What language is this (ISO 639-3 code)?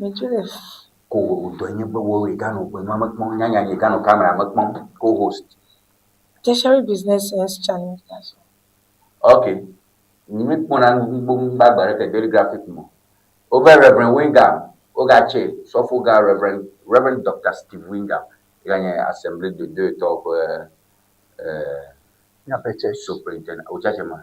ewe